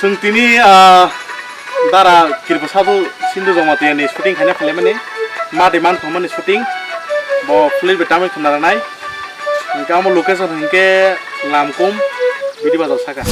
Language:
Kok Borok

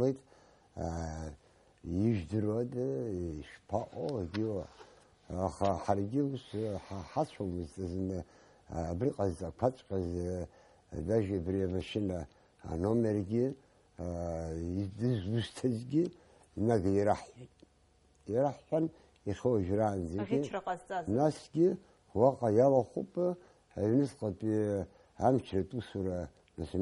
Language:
Abkhazian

